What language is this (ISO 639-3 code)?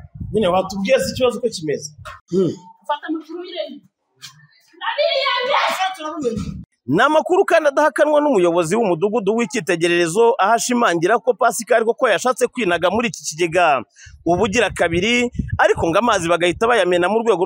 kin